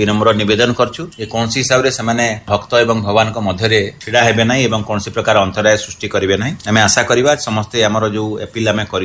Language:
Odia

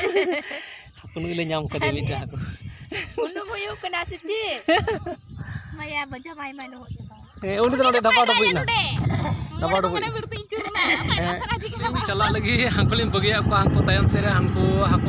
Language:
Santali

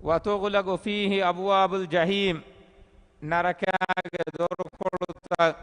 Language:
Divehi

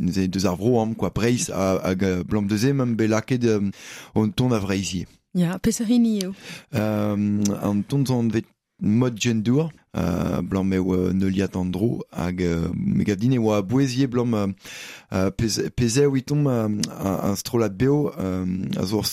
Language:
Breton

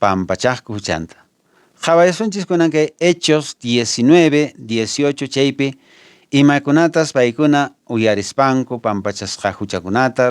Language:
Quechua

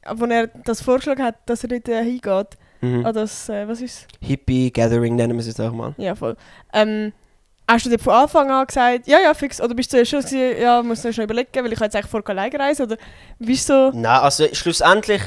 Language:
Swiss German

